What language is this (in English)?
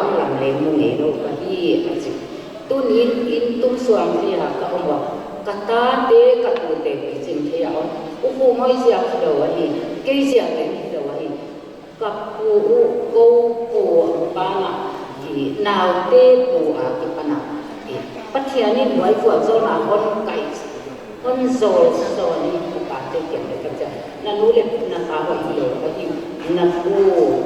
Paite Chin